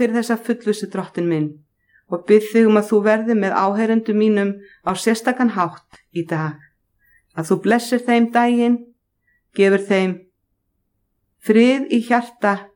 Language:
Icelandic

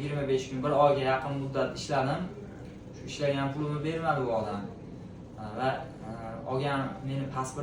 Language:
Uzbek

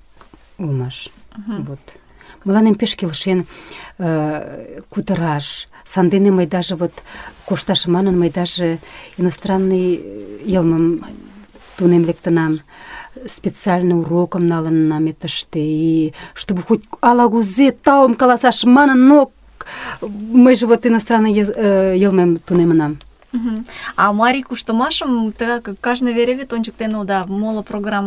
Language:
Mari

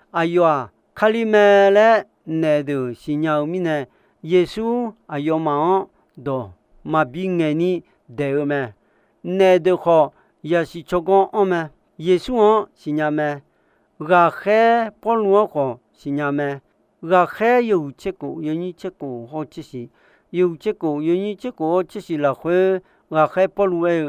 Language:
Akha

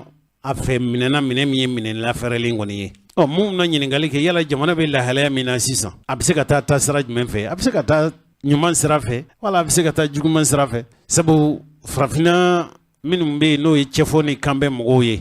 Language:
Bambara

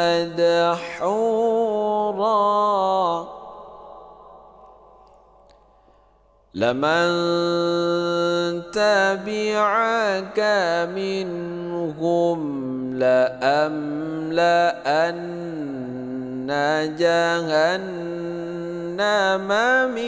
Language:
Arabic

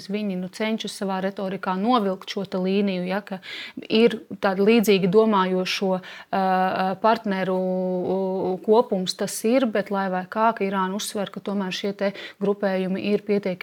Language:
Latvian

